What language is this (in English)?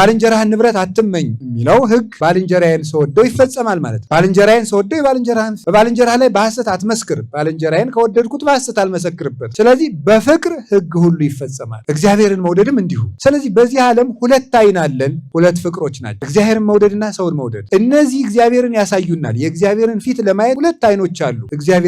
Amharic